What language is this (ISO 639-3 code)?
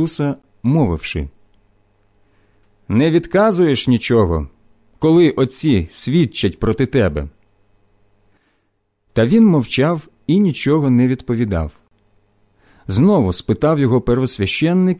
ukr